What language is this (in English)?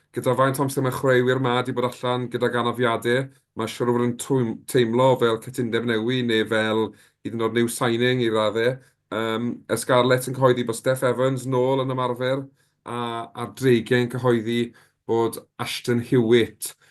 Welsh